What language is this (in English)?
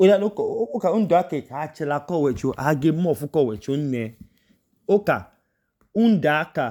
Idoma